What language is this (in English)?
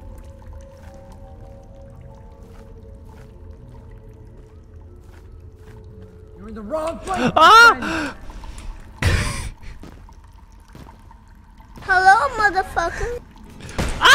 French